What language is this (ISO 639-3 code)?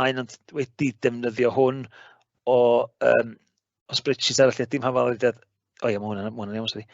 cym